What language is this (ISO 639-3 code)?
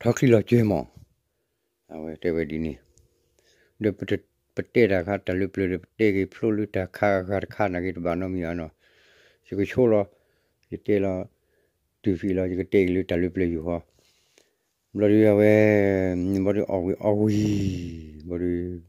ksw